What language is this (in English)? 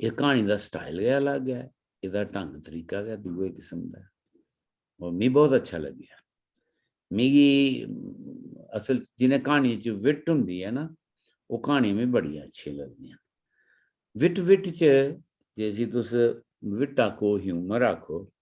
Dogri